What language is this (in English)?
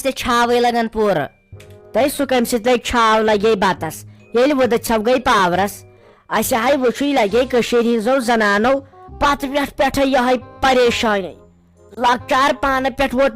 Kashmiri